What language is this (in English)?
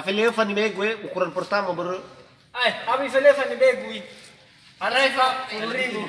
Nias